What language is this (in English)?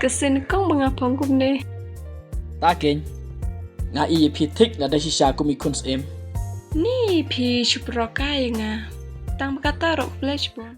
Khasi